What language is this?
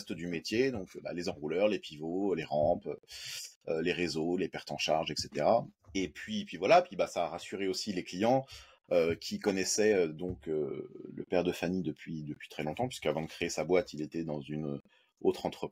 French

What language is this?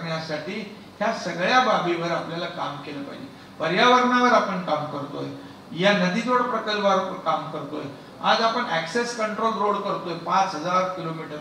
Marathi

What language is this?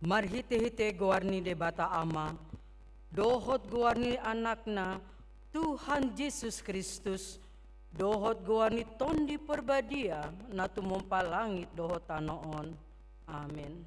Batak Toba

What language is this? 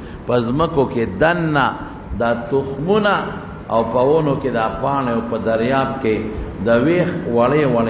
Pashto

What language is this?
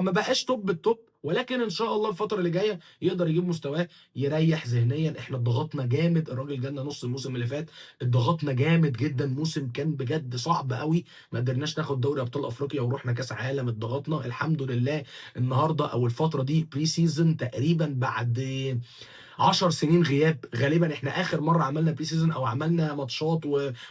Egyptian Arabic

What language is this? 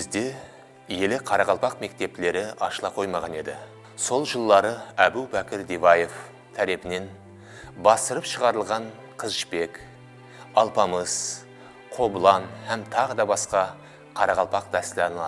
Kara-Kalpak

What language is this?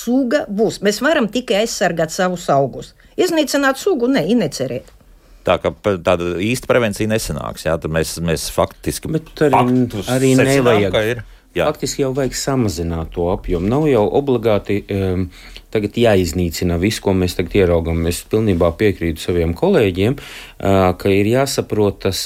Latvian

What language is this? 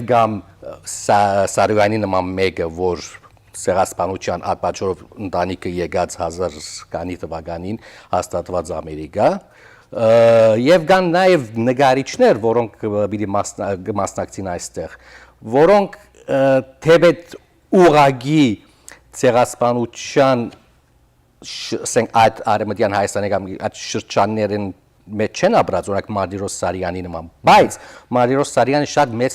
Western Armenian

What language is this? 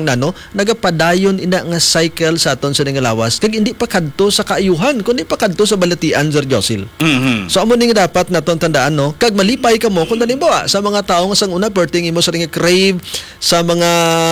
Hiligaynon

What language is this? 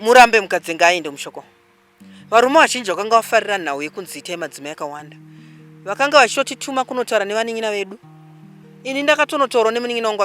Shona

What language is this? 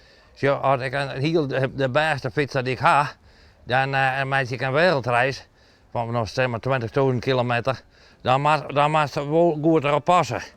Western Frisian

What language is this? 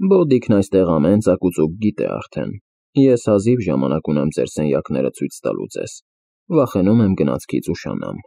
Armenian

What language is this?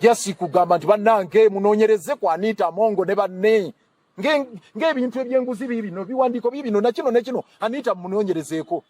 Ganda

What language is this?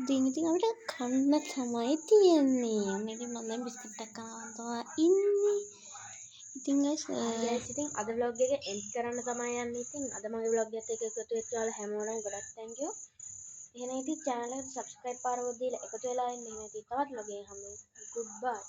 Sinhala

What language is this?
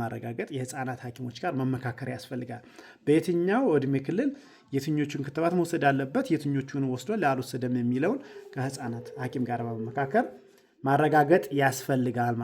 Amharic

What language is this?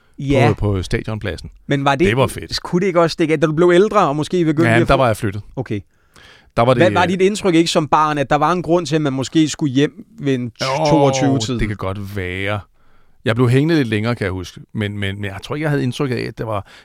Danish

